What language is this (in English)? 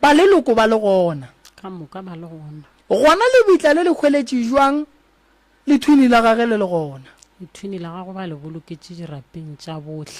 Northern Sotho